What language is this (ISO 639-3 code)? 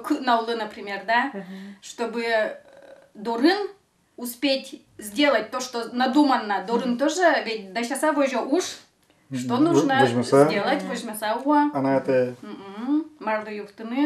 udm